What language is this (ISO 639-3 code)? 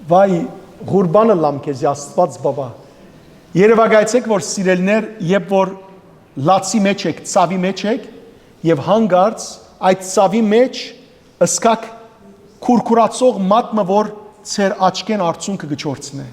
hyw